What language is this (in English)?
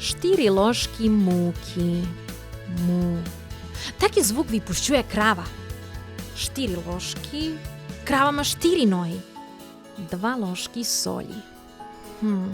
Rusyn